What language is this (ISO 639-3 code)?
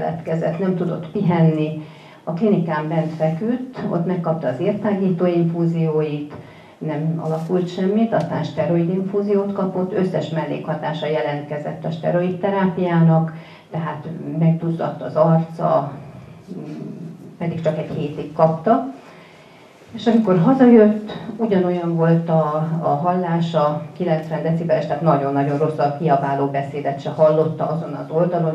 hun